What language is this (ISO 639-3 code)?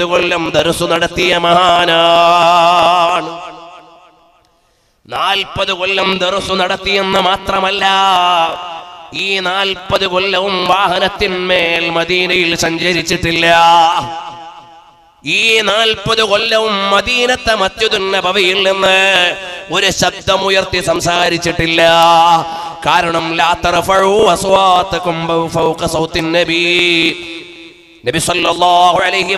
mal